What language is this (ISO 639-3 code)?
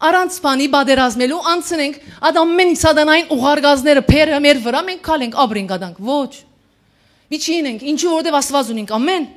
hyw